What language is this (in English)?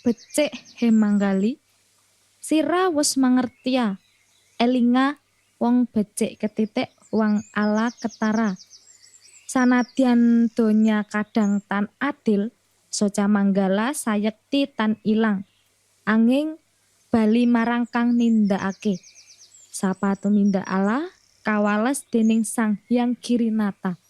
Javanese